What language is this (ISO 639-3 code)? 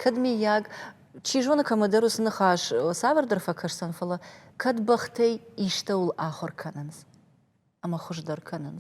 oss